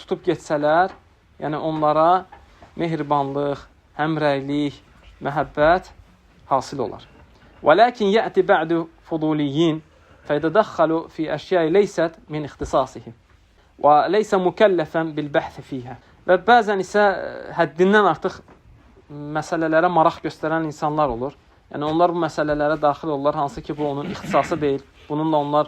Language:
Azerbaijani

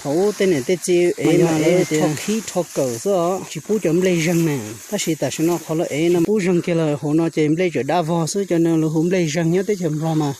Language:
Hmong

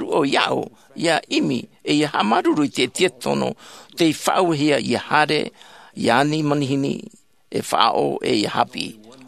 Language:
Tahitian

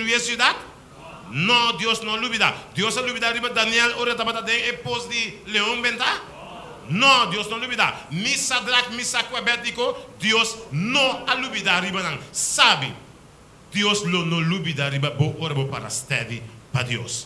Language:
Papiamento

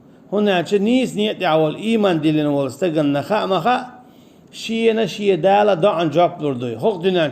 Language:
Chechen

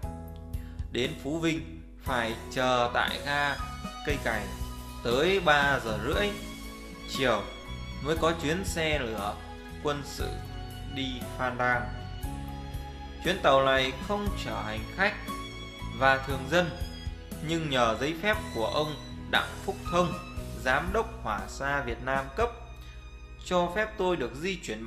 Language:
Vietnamese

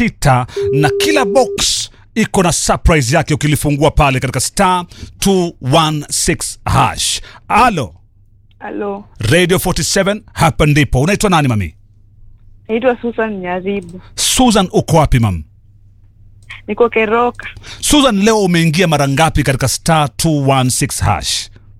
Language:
Swahili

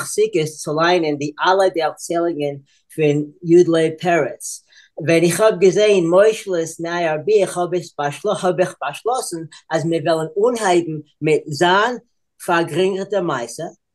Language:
Yiddish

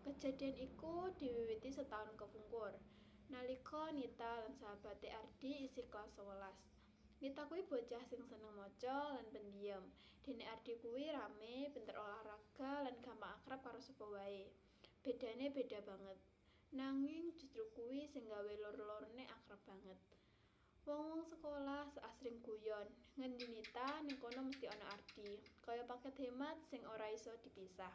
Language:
Javanese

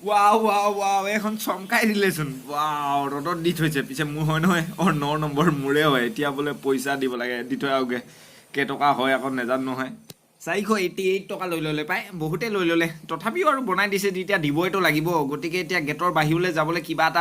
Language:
Assamese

